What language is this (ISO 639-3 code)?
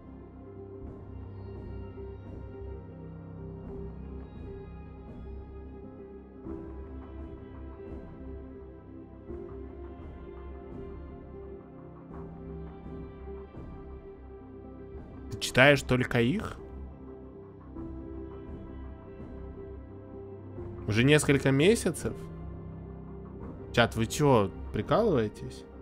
rus